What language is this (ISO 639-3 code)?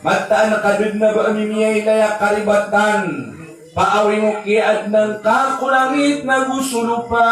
mrw